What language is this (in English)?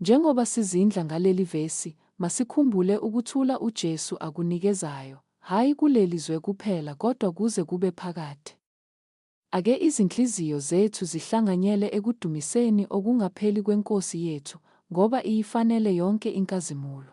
Zulu